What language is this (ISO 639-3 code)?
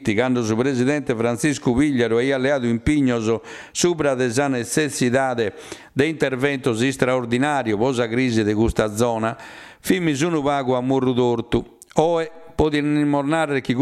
srd